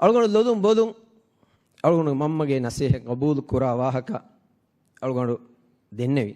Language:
Divehi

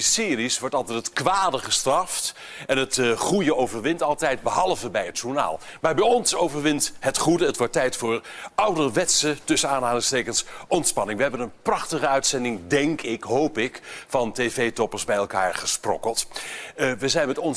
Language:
Dutch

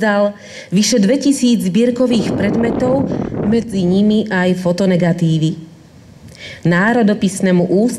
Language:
Slovak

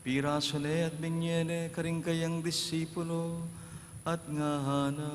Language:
Pampanga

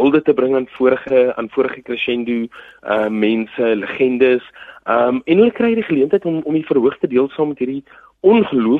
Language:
Afrikaans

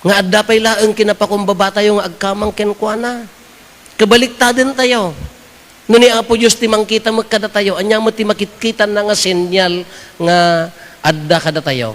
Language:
Iloko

